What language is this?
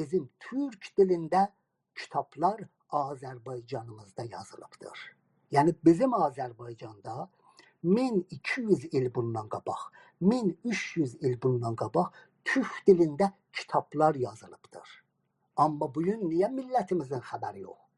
South Azerbaijani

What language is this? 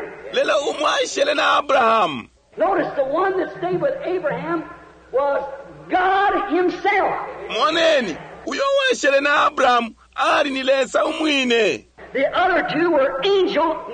Bemba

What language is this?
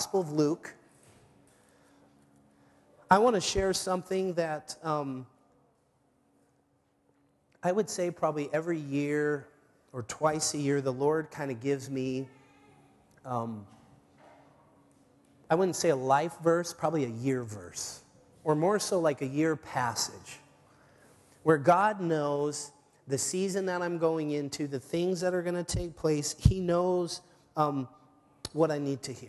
English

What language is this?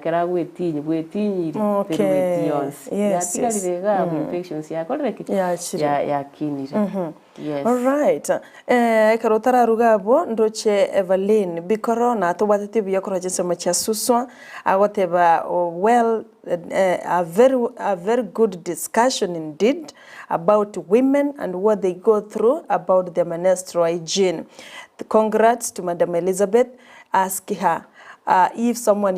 Gusii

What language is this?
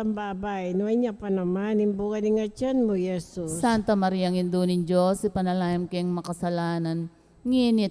Pampanga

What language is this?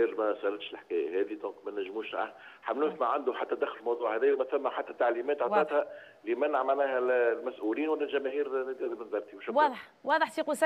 Tunisian Arabic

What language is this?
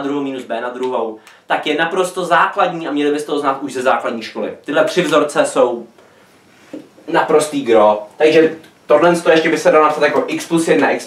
Czech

